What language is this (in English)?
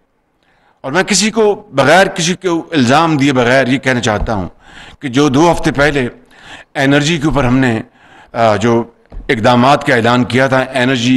Urdu